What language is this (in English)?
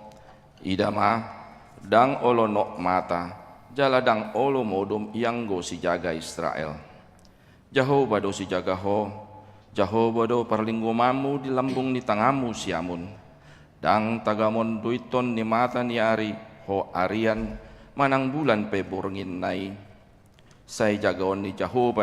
Batak Toba